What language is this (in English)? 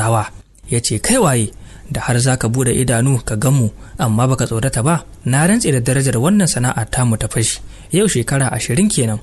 Hausa